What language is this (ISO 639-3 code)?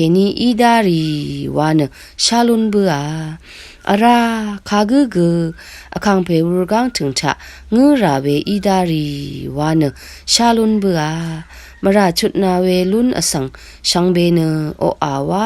raw